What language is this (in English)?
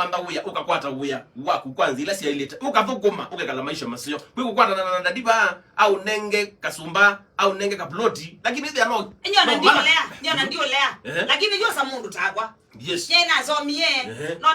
Kamba